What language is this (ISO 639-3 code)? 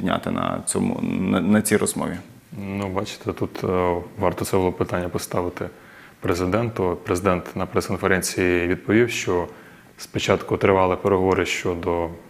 ukr